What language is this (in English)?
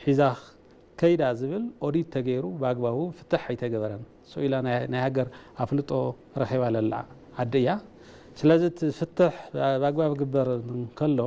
Tigrinya